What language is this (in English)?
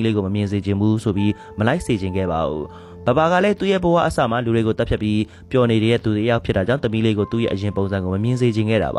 Burmese